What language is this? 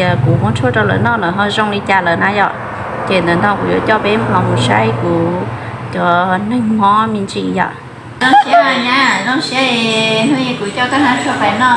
Hmong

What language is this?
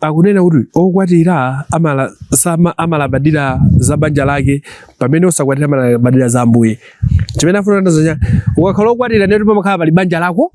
Nyanja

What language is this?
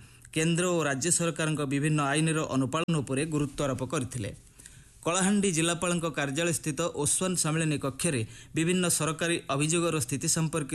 Odia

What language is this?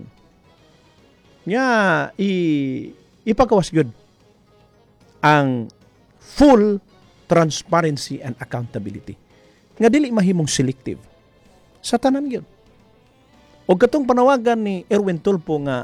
Cebuano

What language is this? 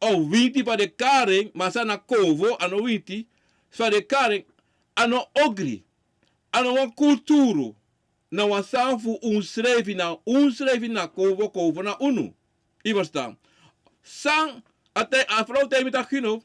Sranan Tongo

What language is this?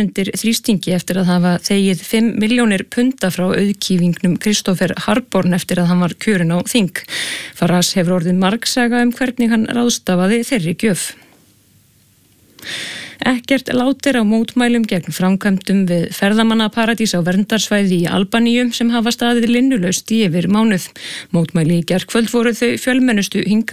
Icelandic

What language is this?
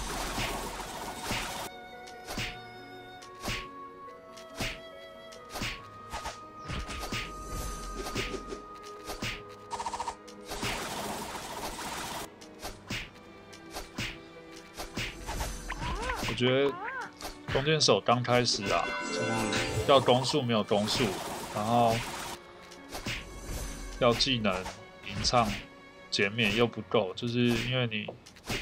Chinese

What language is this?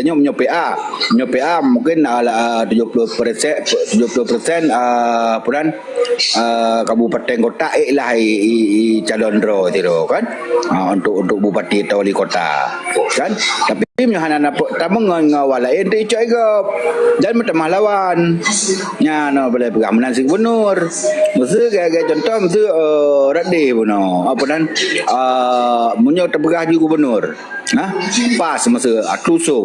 Achinese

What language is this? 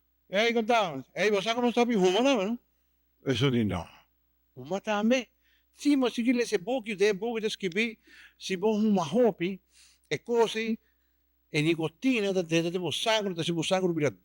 Papiamento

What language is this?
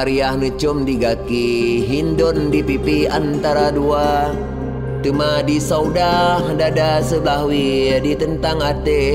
Achinese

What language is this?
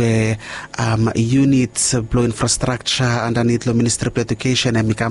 Bislama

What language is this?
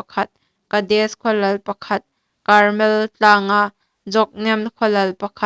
Hmar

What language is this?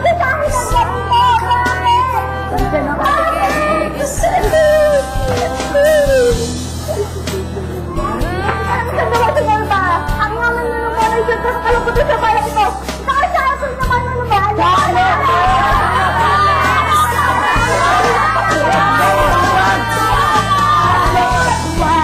Filipino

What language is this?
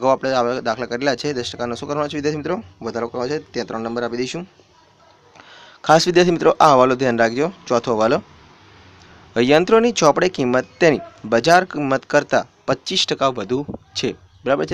Gujarati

